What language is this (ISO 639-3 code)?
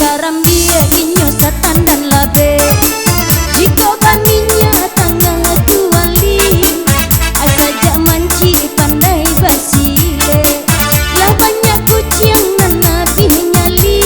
min